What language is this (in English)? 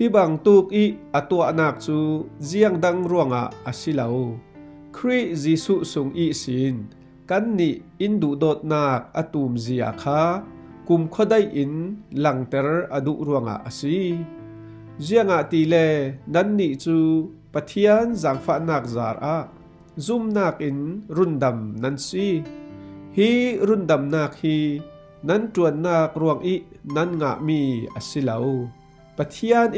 Falam Chin